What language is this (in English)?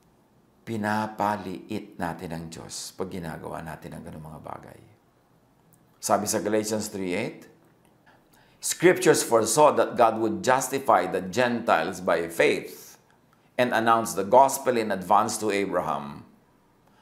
Filipino